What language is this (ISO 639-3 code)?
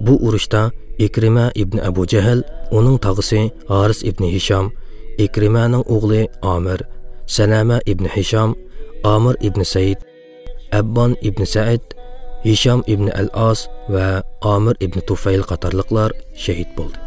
uig